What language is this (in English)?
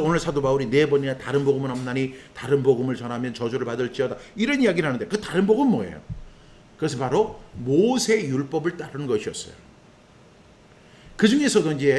Korean